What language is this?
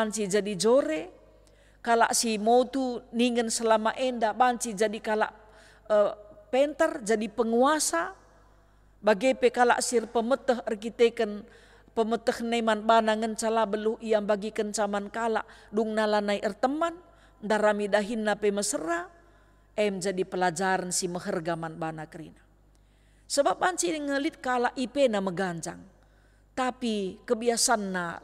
Batak Karo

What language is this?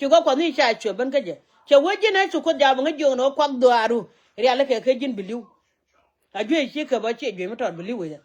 Nuer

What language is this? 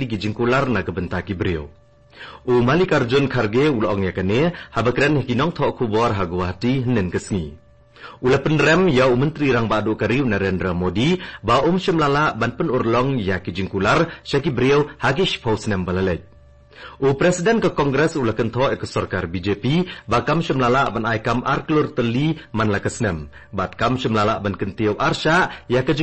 Khasi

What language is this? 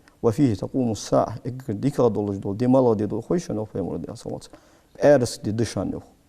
Ingush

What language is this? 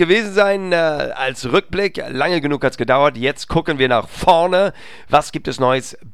German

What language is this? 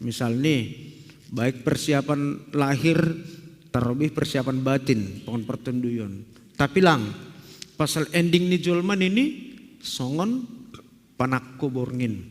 Batak Simalungun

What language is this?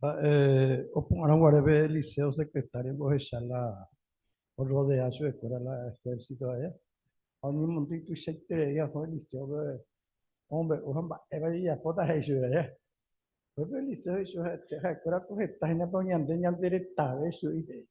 Guarani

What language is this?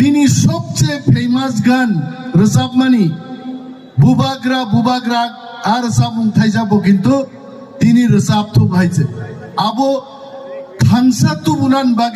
Kok Borok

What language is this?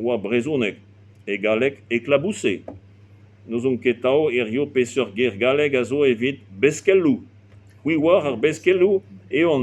Breton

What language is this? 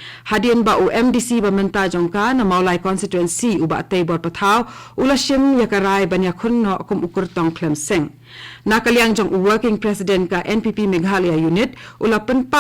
Khasi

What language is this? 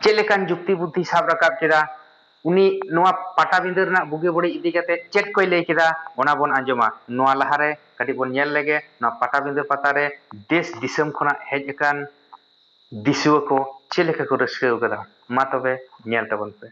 Santali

